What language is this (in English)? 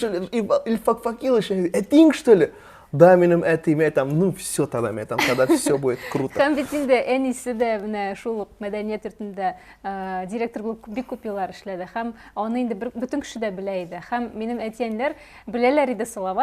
Tatar